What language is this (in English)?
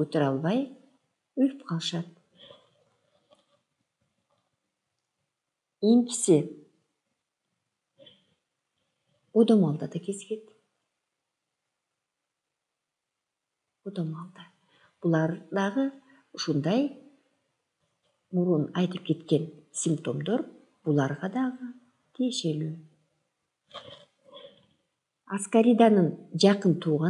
Kyrgyz